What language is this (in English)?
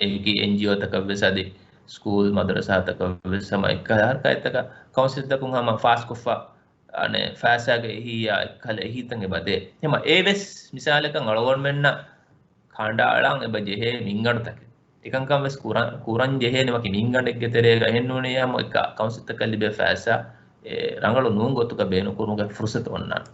Divehi